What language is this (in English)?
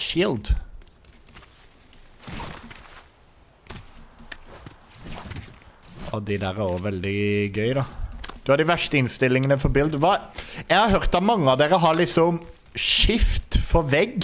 Norwegian